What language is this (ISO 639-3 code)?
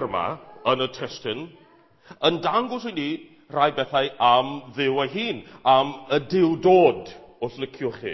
cym